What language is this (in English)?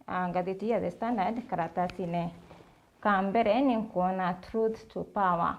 Meru